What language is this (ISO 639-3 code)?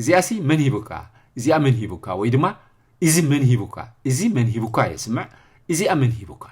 tir